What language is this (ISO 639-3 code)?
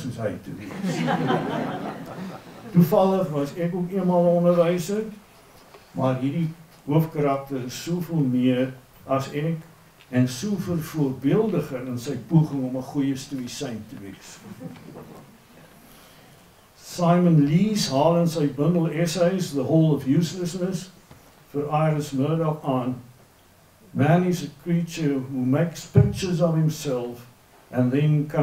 afr